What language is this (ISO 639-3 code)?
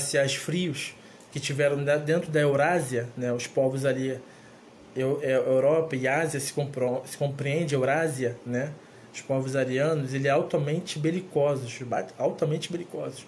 por